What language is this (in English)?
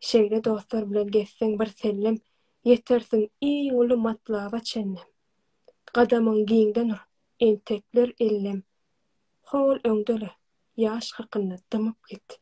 Turkmen